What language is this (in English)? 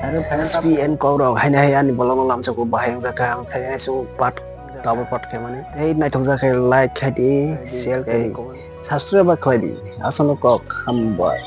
Kok Borok